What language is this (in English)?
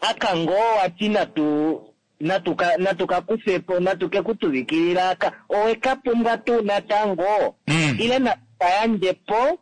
Kuanyama